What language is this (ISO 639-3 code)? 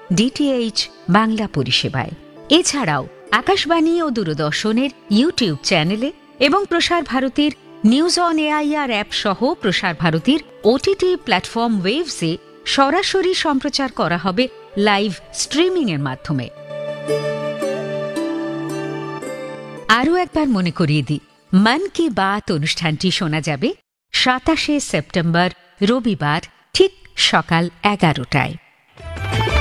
ben